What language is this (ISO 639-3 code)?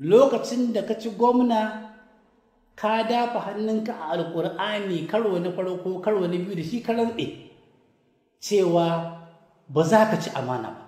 hau